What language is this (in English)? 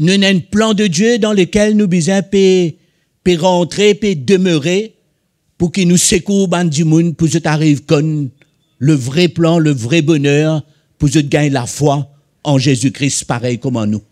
Morisyen